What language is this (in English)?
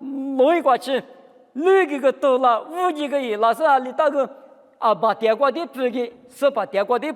Lisu